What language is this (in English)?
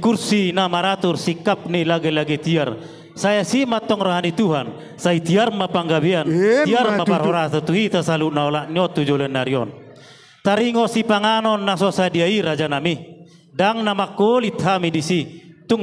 Batak Toba